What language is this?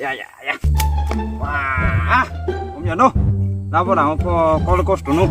Riang (India)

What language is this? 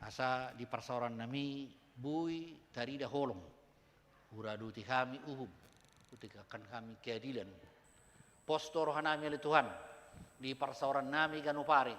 Batak Toba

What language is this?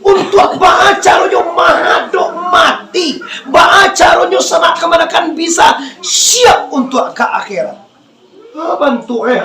Minangkabau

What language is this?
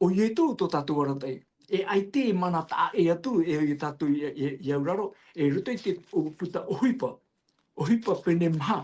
Tahitian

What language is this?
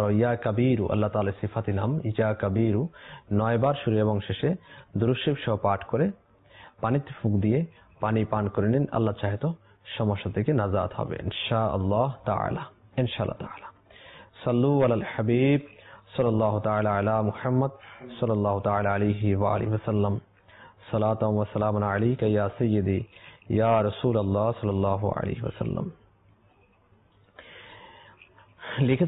Bangla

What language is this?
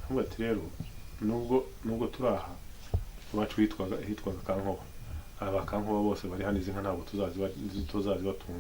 Kinyarwanda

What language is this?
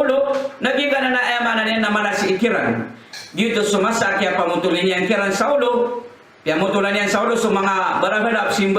Maranao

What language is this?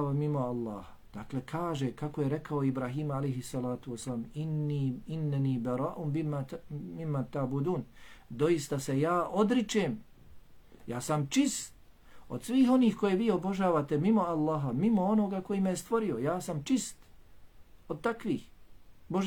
Bosnian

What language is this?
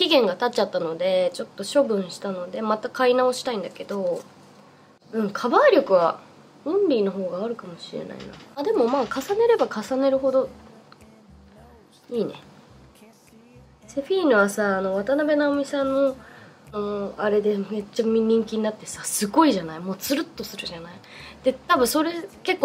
Japanese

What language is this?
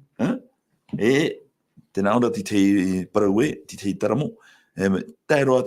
Tahitian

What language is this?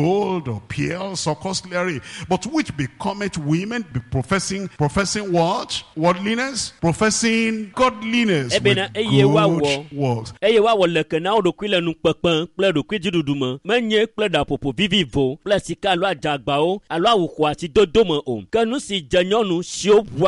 Ewe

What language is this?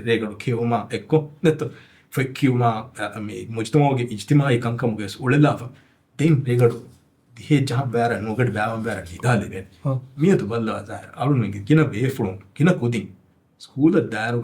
Divehi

